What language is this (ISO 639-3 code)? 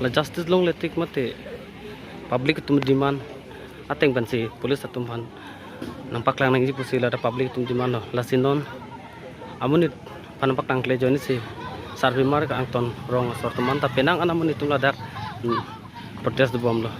mjw